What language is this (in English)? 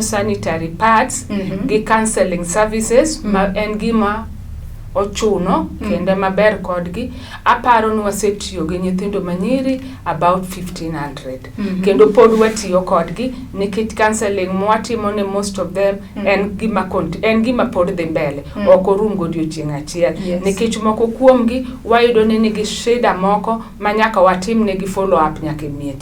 Luo (Kenya and Tanzania)